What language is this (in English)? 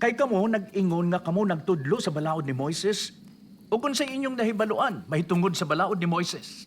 Cebuano